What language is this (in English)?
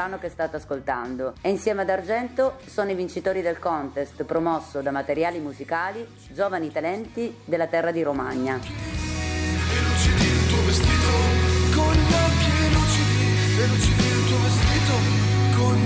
Italian